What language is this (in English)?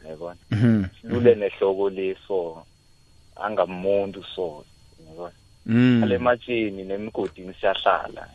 South Ndebele